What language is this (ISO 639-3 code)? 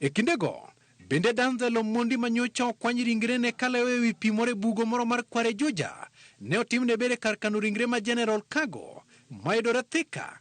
luo